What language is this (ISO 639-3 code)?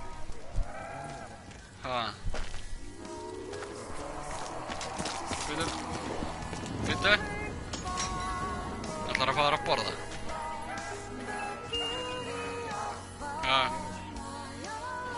isl